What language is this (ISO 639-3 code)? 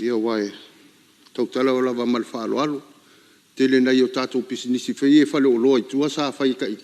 smo